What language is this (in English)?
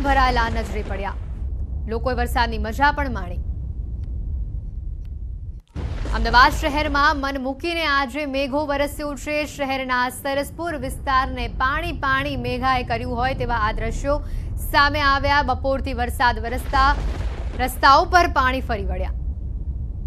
Gujarati